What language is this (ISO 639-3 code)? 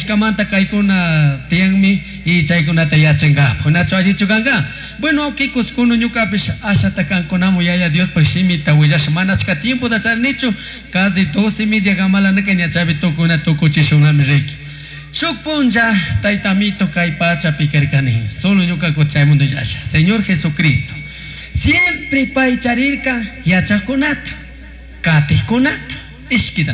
qug